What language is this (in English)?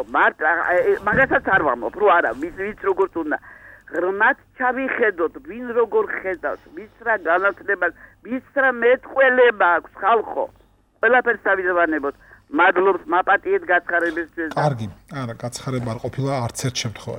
Georgian